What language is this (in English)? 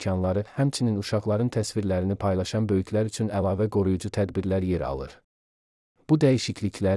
Azerbaijani